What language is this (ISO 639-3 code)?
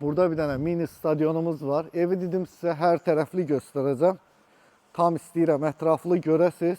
aze